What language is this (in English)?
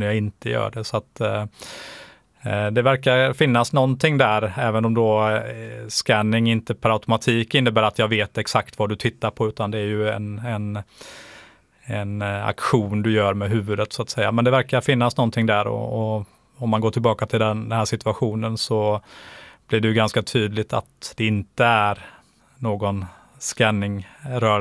Swedish